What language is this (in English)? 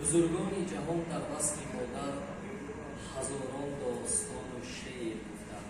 Tajik